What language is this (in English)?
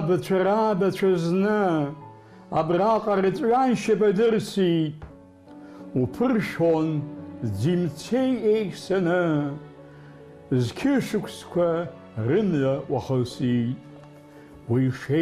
Abkhazian